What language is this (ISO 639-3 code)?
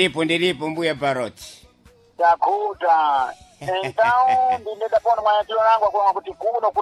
seh